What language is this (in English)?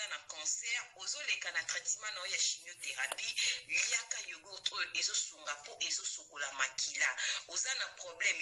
Lingala